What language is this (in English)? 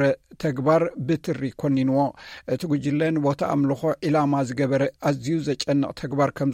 Tigrinya